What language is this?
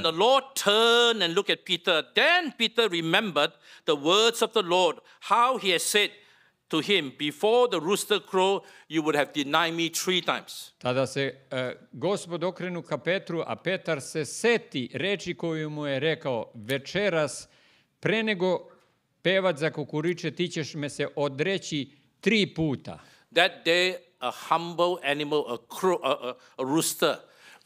Serbian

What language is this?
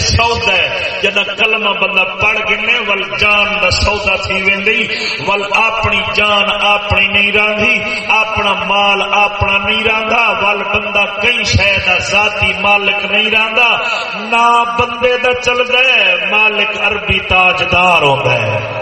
Saraiki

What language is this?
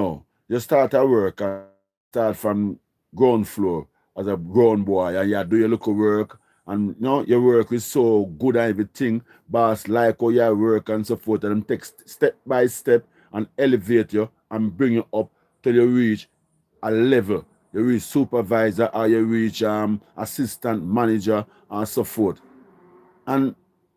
Jamaican Creole English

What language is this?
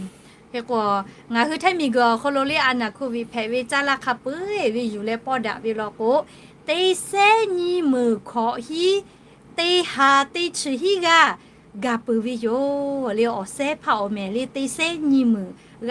Lahu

